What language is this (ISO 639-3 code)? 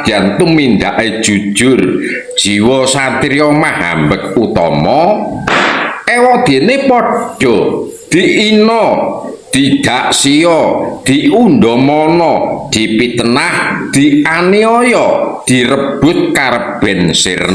jav